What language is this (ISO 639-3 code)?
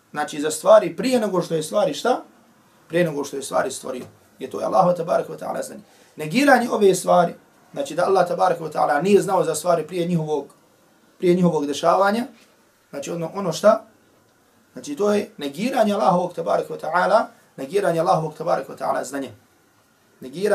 bos